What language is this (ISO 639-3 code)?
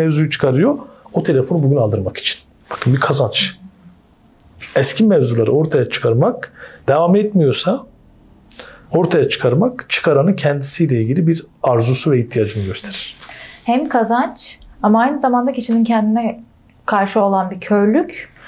tur